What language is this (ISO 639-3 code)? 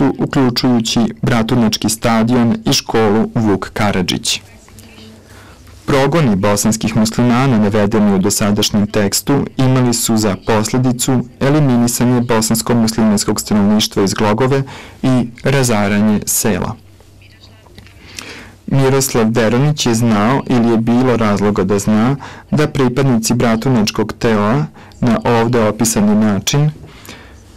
srp